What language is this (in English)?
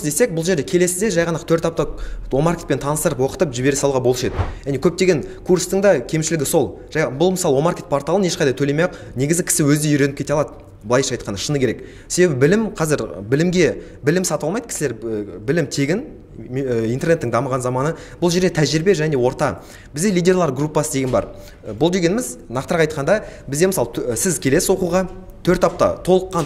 Kazakh